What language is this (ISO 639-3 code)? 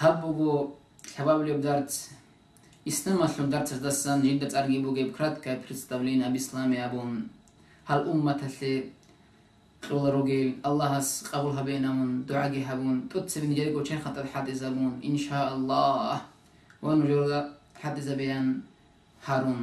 ava